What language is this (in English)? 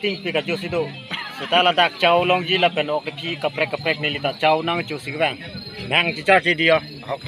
Karbi